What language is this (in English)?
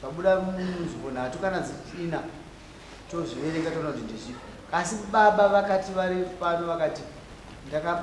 Shona